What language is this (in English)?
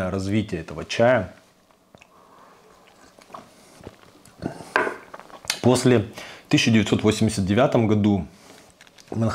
Russian